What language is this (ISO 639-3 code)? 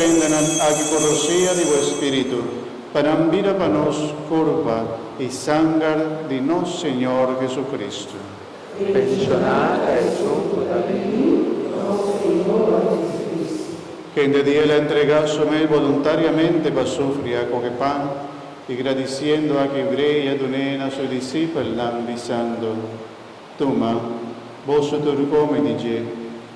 pap